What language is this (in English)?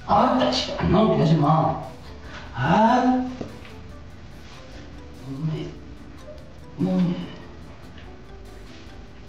Korean